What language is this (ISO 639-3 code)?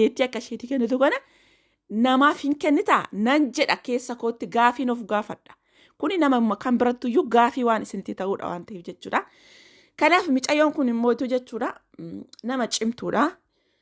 orm